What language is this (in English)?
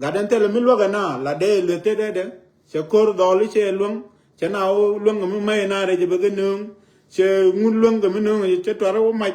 Nuer